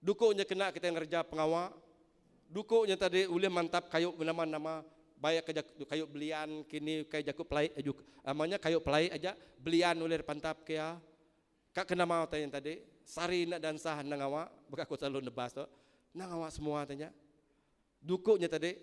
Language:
Iban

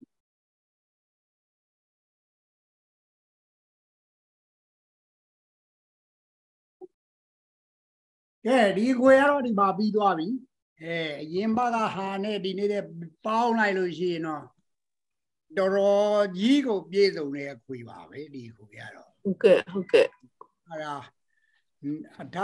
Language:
Burmese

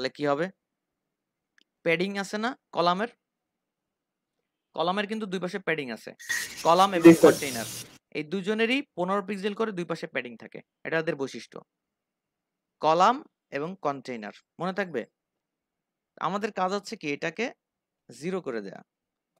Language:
Bangla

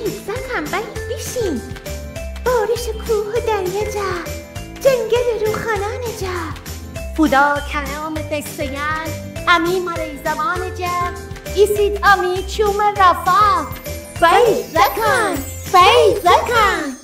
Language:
Gilaki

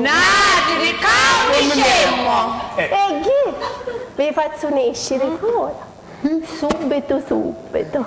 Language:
Sicilian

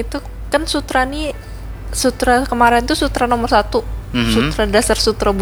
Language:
Banjar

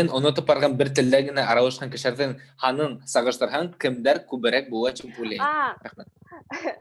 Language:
Bashkir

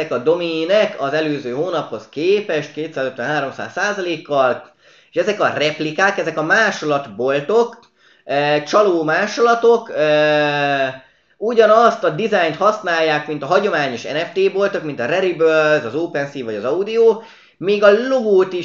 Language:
Hungarian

